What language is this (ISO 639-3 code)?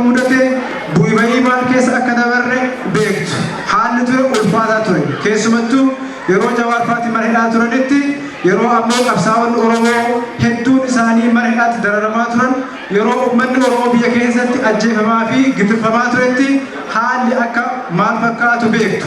orm